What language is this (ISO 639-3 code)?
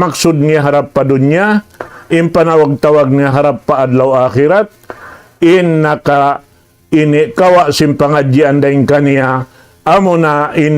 tsg